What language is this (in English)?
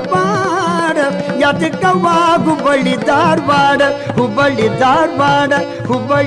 Kannada